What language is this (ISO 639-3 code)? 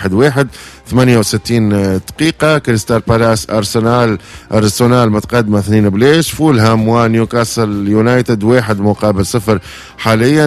aeb